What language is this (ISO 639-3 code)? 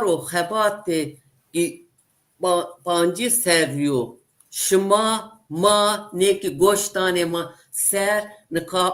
zza